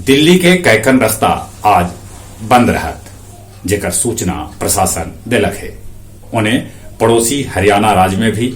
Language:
Magahi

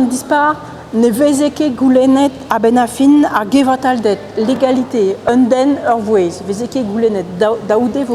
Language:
Breton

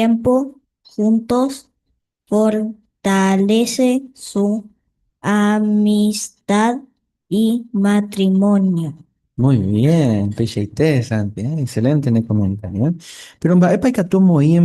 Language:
Guarani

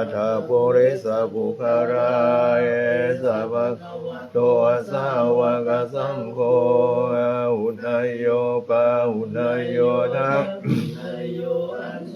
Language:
Pali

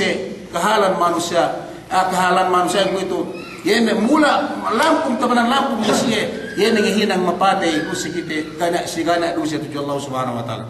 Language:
Yakan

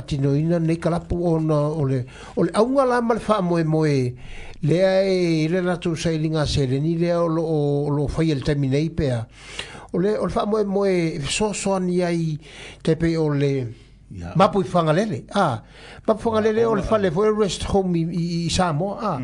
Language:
Samoan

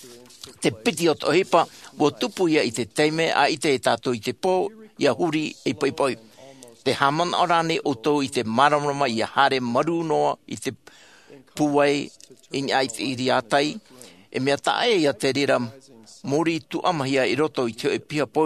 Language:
Tahitian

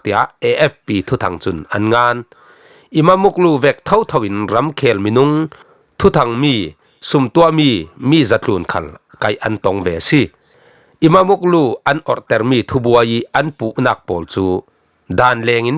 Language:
Falam Chin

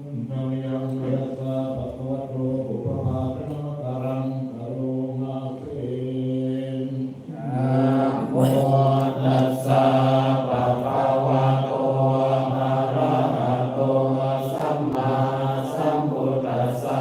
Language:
Pali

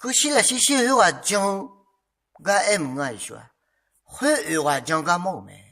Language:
Akha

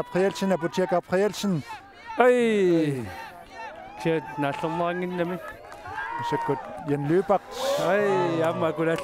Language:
Kalaallisut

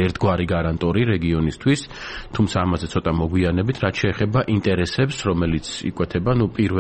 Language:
Georgian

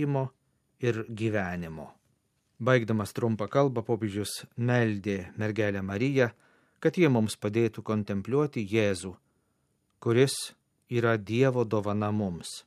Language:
Lithuanian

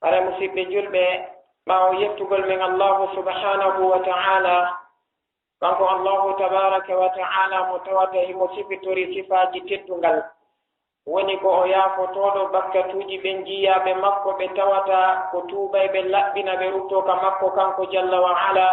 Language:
Fula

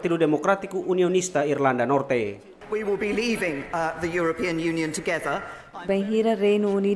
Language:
Tetum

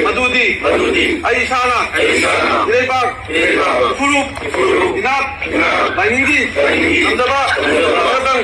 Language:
Manipuri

